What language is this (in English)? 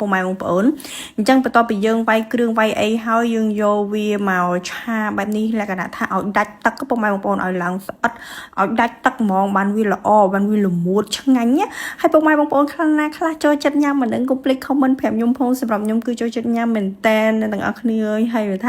Khmer